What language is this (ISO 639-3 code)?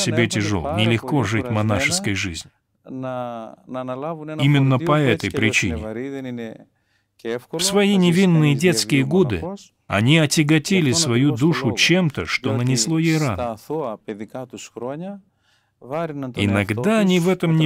rus